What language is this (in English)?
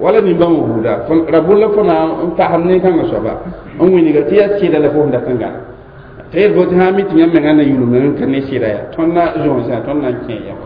Mossi